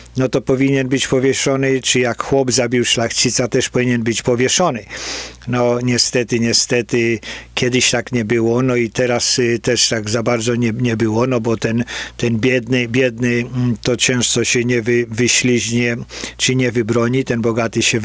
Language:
Polish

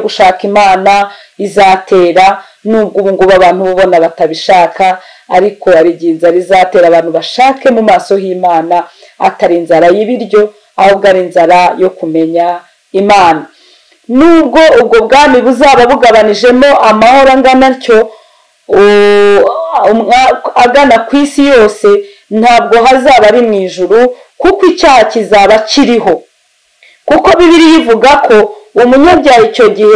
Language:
Kinyarwanda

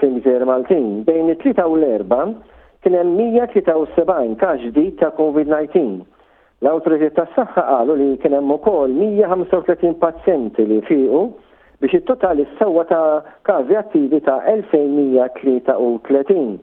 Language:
Maltese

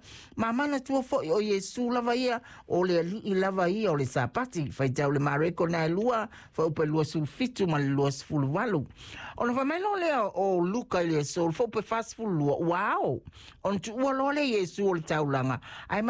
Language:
Samoan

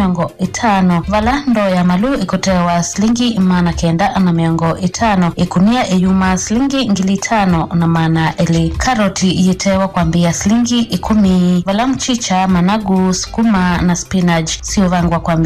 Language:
Kamba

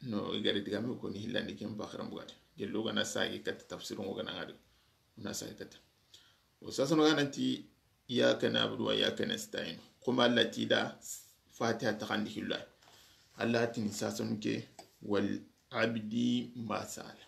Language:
Soninke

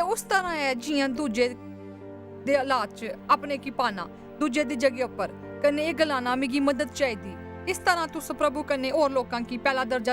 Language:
Dogri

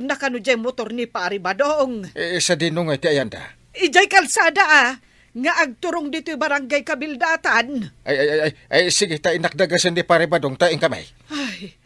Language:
Iloko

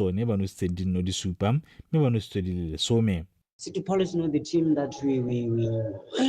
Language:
Tswana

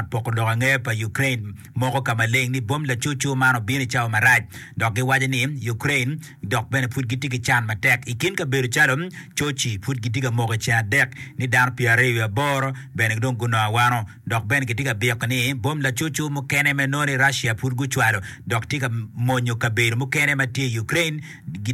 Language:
Acoli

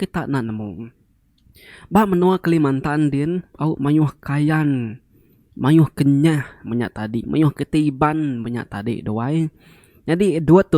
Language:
Iban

